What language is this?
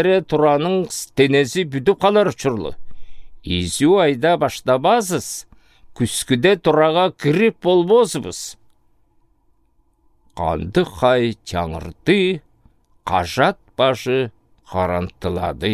Southern Altai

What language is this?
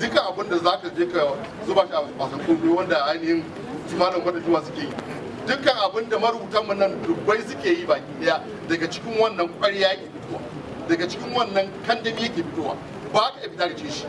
Hausa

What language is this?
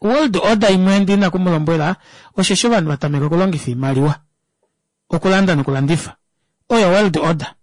Kuanyama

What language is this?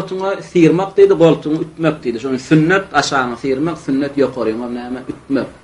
Turkmen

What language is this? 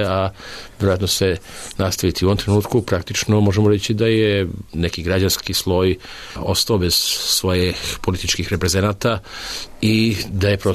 Serbian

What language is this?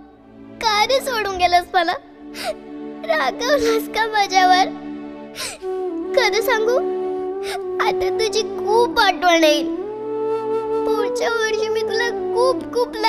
Marathi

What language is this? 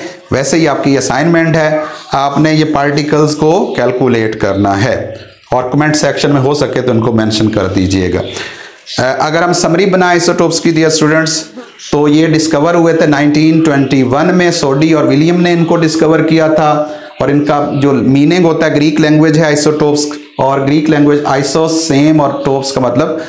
Hindi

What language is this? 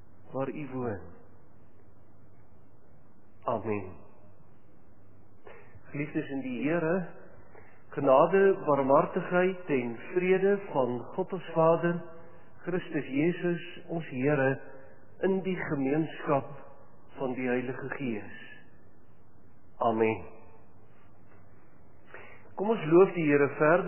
Afrikaans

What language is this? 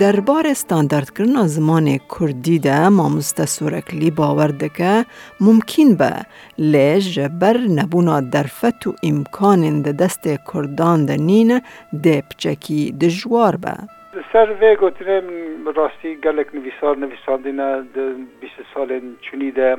Kurdish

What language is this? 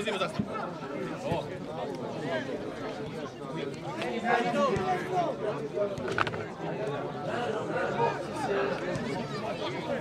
Serbian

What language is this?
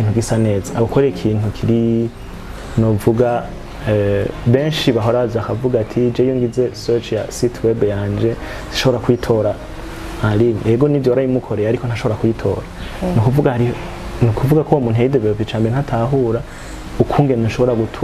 Rundi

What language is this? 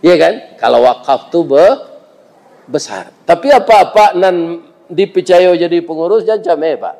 Minangkabau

